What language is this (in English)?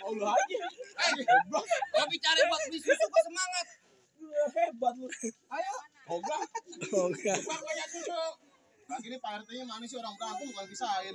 Betawi